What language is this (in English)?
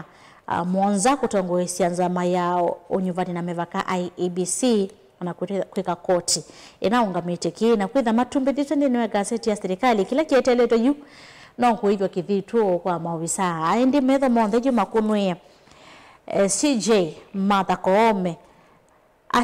Kamba